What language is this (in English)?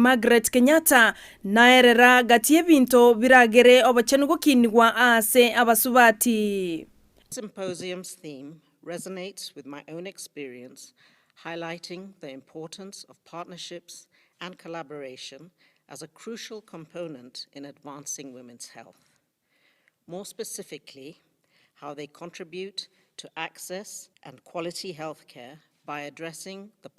Gusii